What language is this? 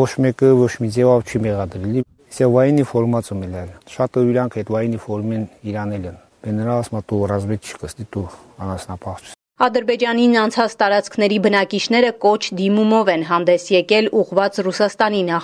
Armenian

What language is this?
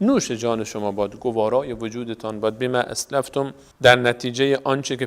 Persian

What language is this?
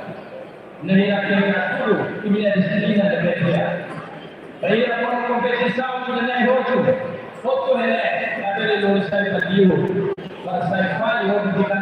Tetum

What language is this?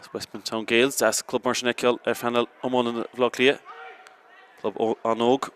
Irish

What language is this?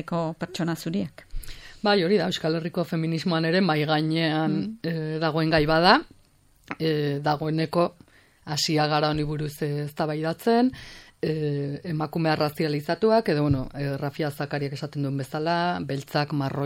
Basque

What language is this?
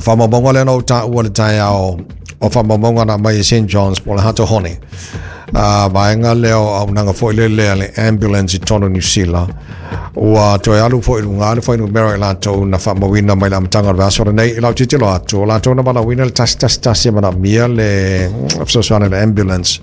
Samoan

